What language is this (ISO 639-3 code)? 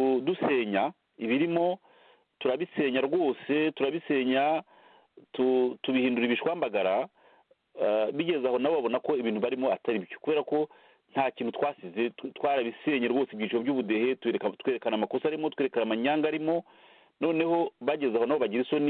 kin